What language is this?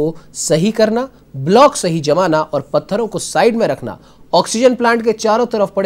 Hindi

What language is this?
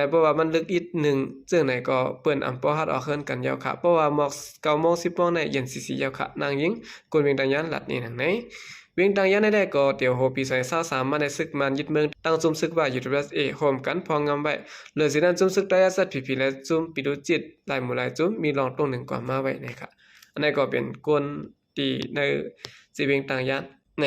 Shan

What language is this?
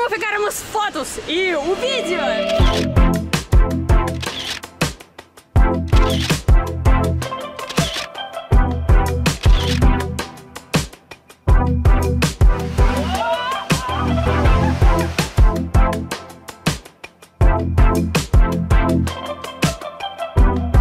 Portuguese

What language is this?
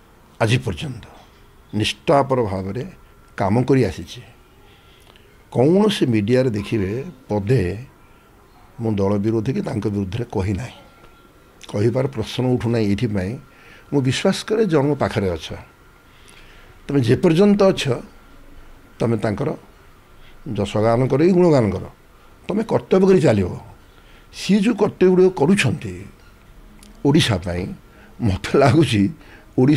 Odia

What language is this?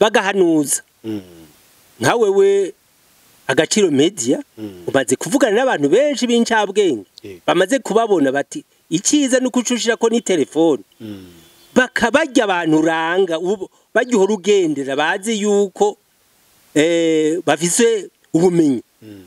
Rundi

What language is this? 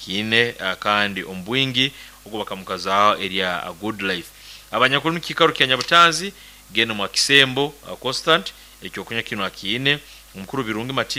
Nyoro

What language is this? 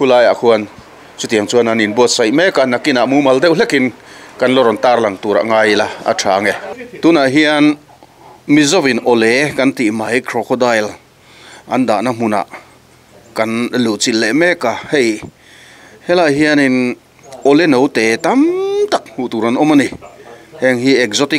Mizo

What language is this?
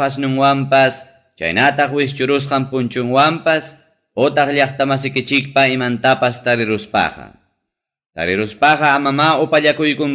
Ayacucho Quechua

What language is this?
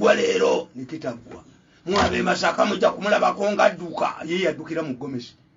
Ganda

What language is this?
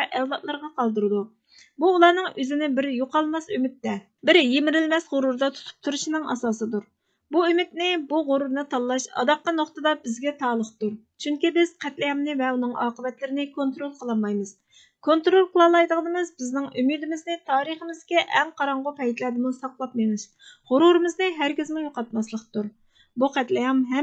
Uyghur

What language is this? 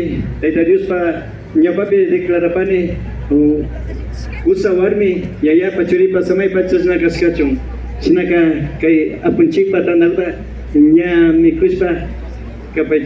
Imbabura Highland Quichua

